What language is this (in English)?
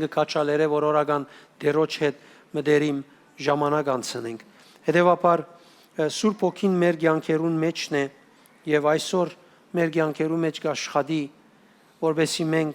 Western Armenian